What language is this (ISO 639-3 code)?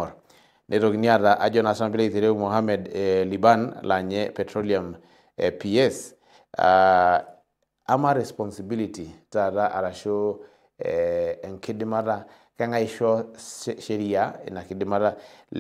mas